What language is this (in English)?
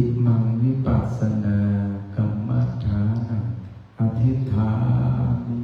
Pali